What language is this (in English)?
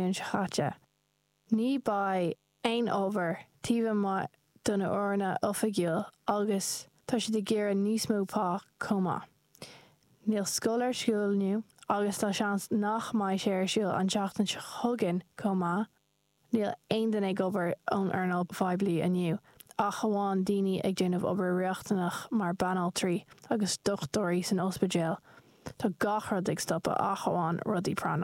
Irish